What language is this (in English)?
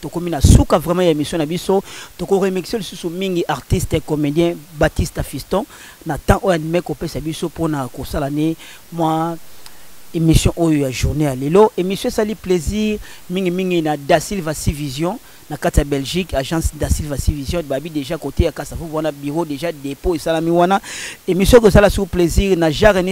Lingala